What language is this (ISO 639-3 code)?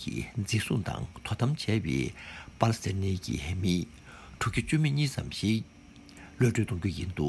bod